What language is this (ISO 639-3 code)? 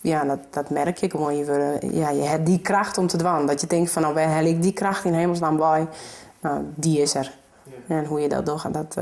fry